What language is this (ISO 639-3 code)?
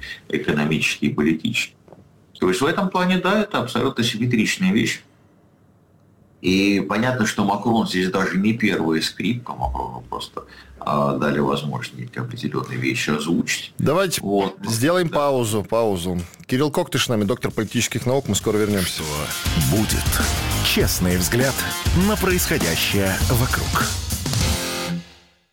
rus